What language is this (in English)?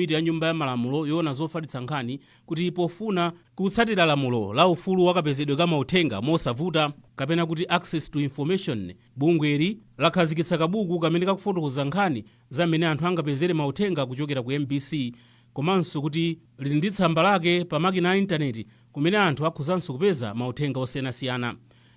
Nyanja